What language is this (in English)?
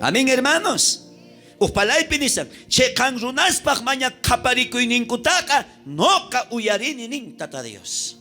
South Bolivian Quechua